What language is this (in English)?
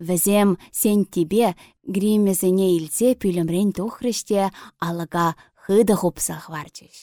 Chuvash